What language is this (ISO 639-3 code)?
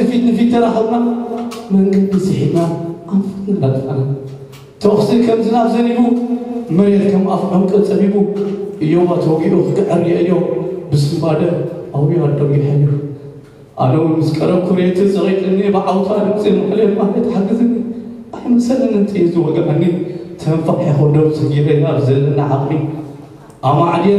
tir